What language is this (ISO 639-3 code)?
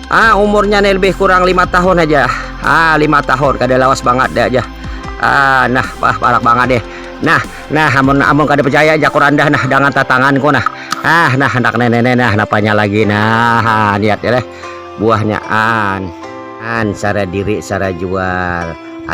bjn